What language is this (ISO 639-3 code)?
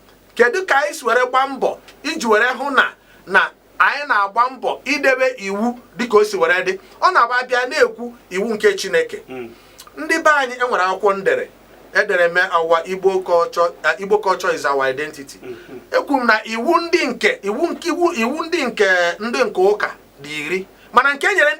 ibo